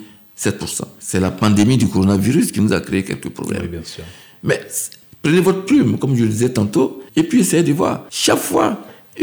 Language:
French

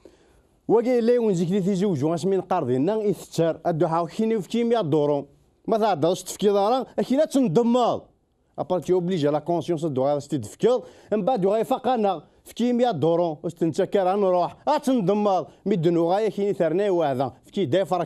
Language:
Kabyle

